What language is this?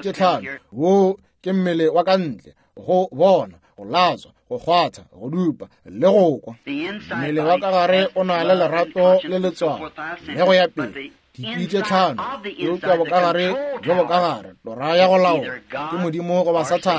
Northern Sotho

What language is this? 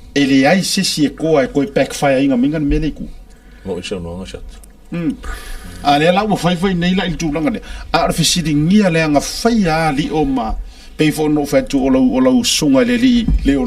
Samoan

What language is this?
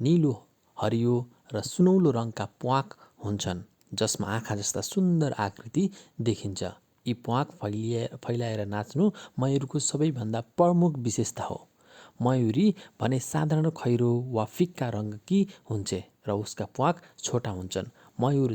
Nepali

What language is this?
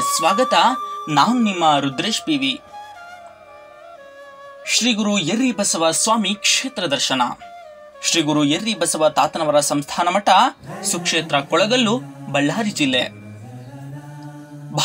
Kannada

